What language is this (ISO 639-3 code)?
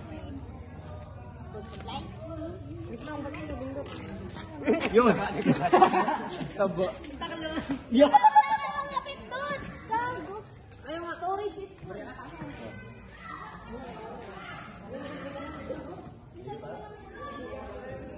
fil